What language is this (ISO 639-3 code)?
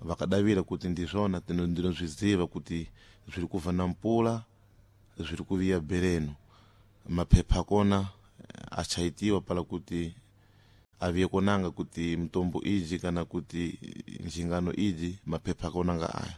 seh